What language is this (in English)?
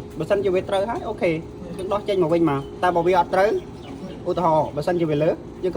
Khmer